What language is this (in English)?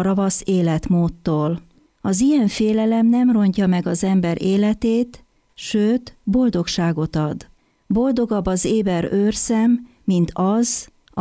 Hungarian